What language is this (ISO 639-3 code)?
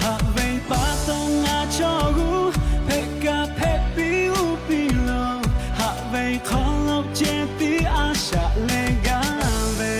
lhu